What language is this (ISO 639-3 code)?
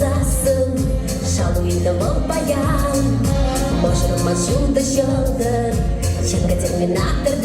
chv